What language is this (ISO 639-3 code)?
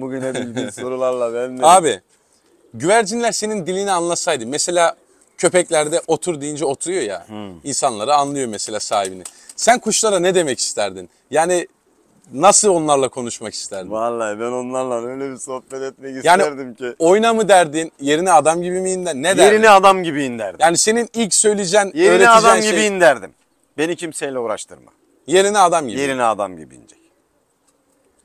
tur